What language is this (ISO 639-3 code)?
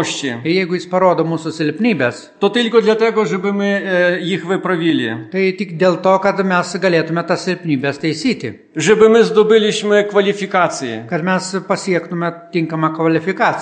pol